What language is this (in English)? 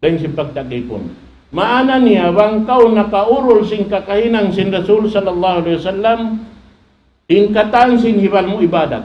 Tausug